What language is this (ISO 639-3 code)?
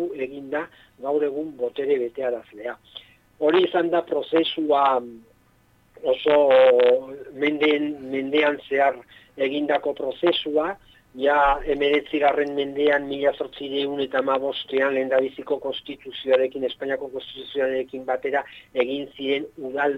eus